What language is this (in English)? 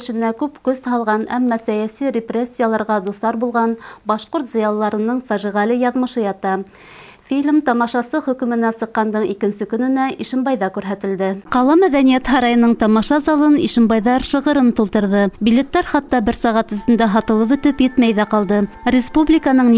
Bashkir